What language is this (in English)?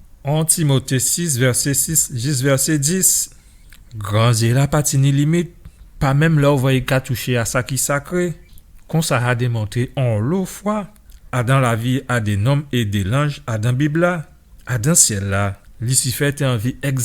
Guadeloupean Creole French